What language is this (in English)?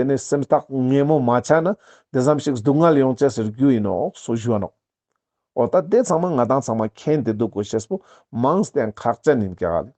Ladakhi